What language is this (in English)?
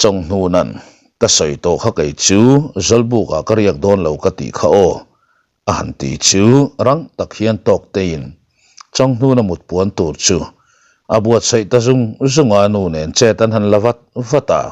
Mizo